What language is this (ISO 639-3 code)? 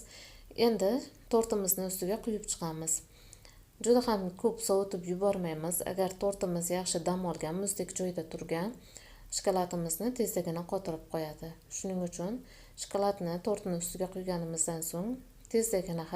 uzb